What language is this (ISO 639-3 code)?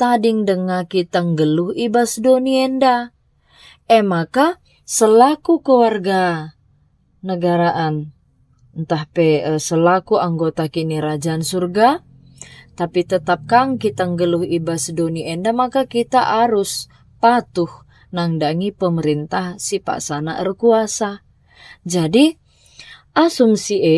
btx